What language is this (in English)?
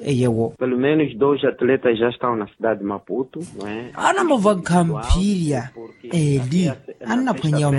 Makhuwa